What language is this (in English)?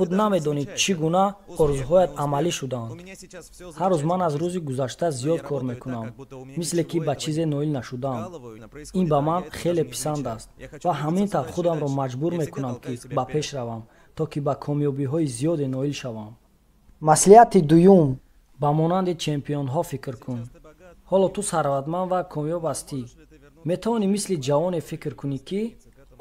Tajik